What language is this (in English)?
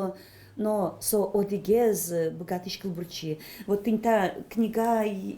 Udmurt